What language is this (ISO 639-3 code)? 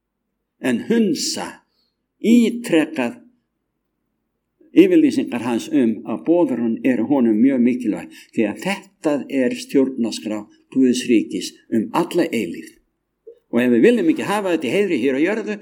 isl